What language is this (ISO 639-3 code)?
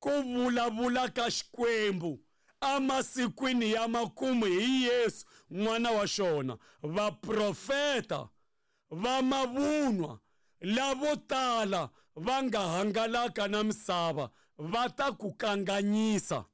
tso